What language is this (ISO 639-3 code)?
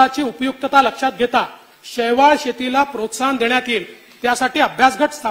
mar